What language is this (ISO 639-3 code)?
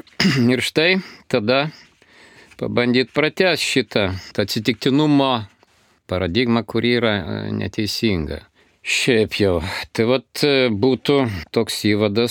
lit